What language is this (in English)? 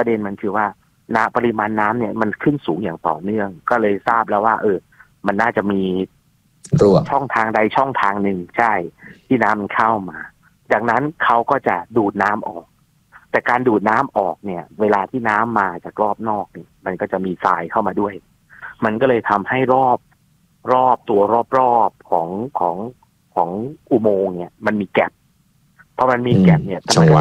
Thai